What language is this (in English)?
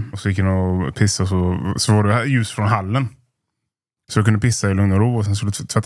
Swedish